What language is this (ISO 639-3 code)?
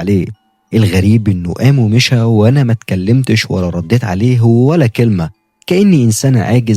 arz